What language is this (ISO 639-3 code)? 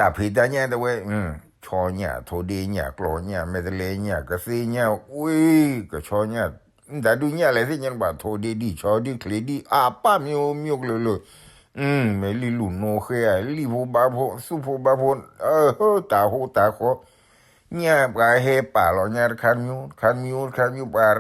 ksw